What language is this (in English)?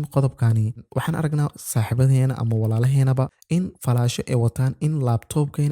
Somali